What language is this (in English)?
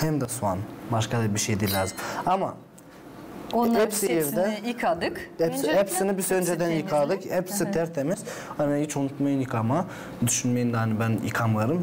Gagauz